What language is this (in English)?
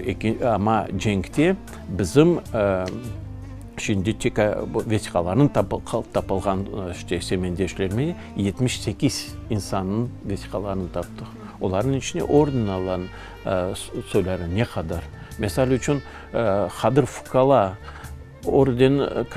Crimean Tatar